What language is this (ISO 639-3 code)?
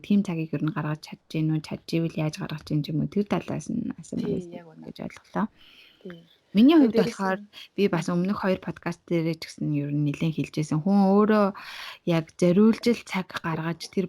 mon